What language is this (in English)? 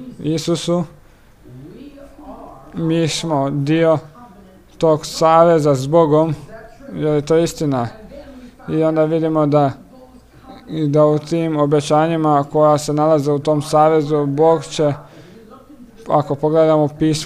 Croatian